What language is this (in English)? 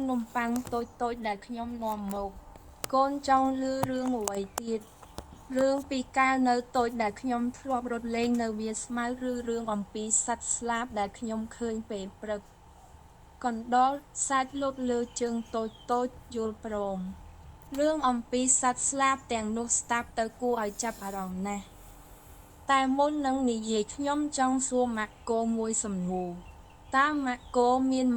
Khmer